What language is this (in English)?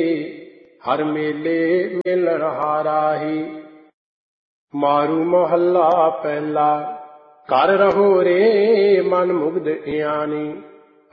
Punjabi